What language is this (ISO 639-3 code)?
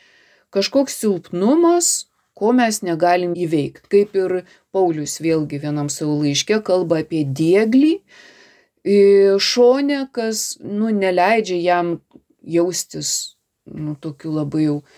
lit